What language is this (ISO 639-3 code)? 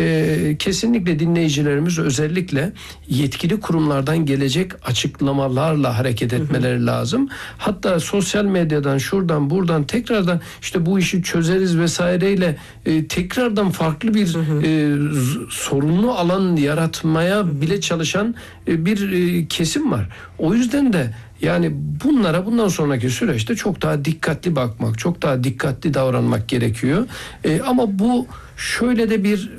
tur